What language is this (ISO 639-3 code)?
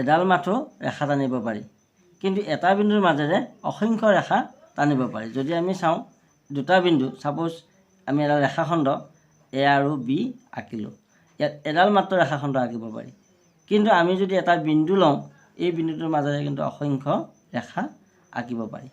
asm